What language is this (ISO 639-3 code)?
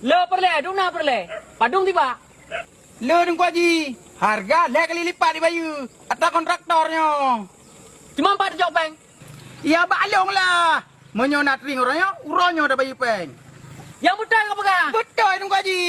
ace